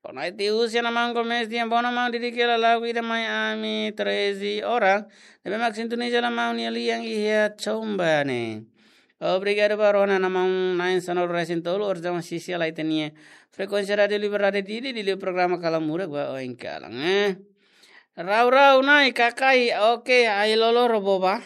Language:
Tetum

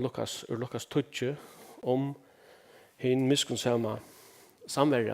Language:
Faroese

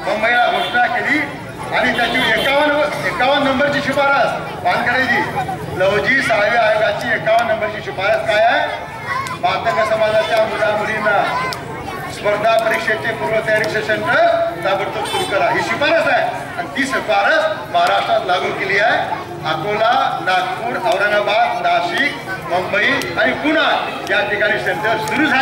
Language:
Marathi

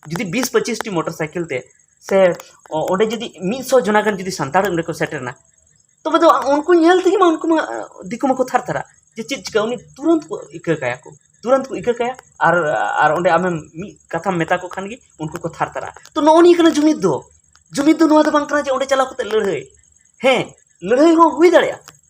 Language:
Santali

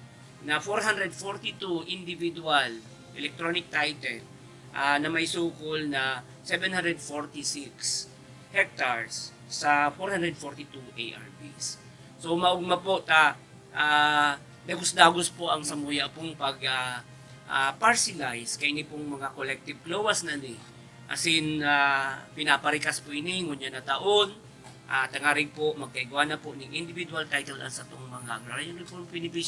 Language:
Bikol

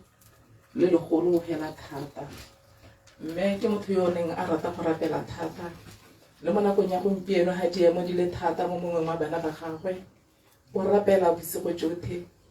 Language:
Tswana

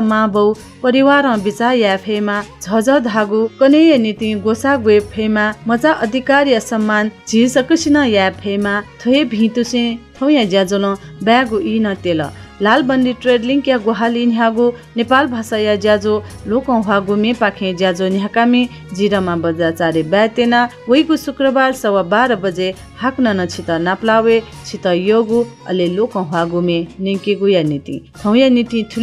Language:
Newari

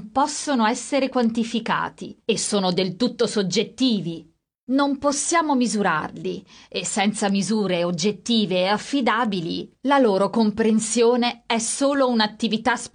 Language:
Italian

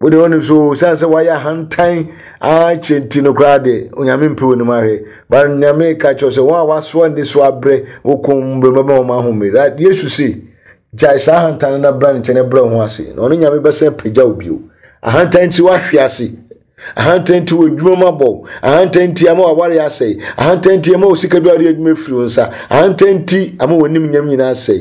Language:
Akan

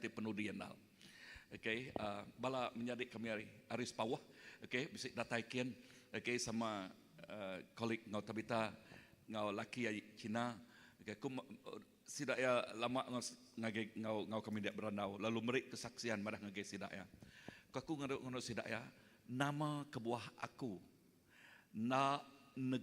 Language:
Iban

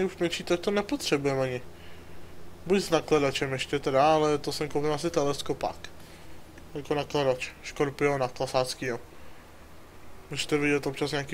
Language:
Czech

